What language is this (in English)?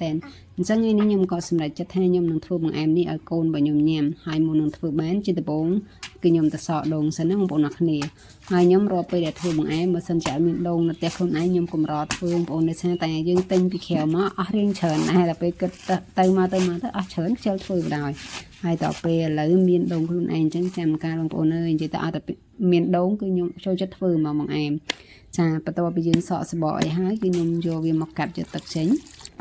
Khmer